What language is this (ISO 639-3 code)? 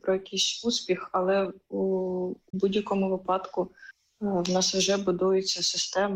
ukr